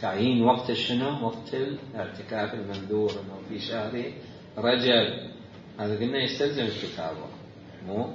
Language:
Mesopotamian Arabic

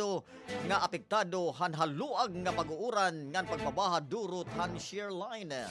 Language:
Waray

